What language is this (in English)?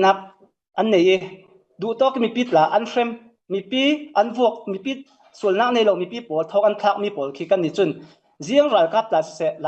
Falam Chin